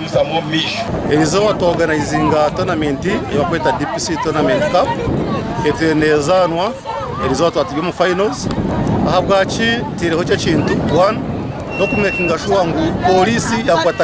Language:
Nyankole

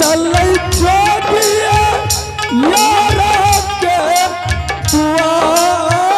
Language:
Angika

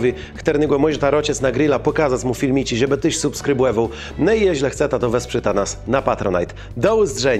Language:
Kashubian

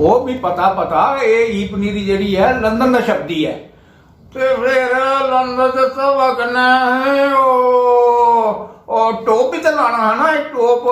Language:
Dogri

